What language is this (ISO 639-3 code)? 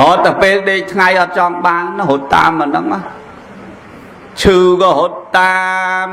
khm